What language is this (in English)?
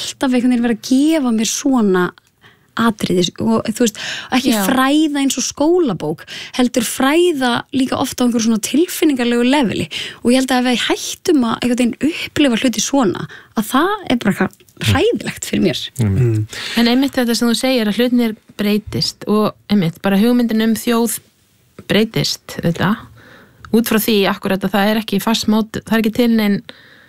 Icelandic